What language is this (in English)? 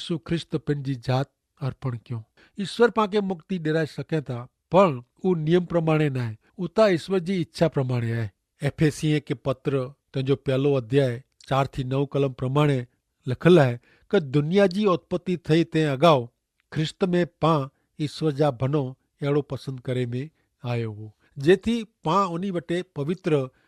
Kachhi